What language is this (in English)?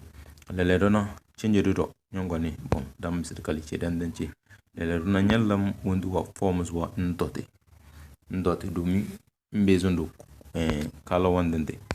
Tem